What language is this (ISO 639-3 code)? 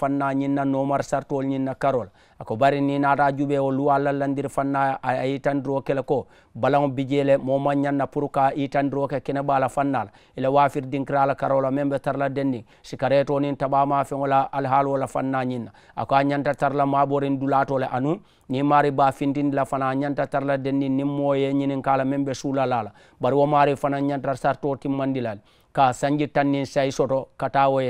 man